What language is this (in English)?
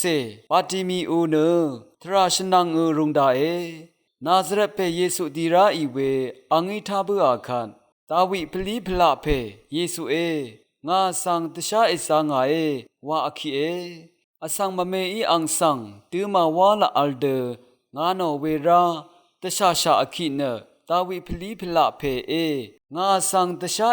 Rawang